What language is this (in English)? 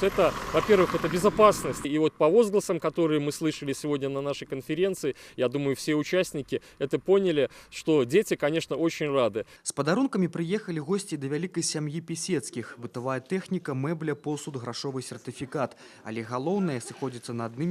Belarusian